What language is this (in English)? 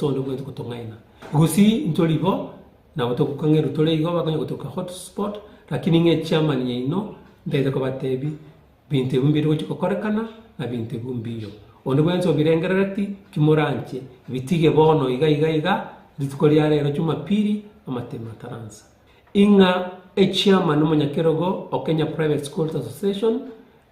Gusii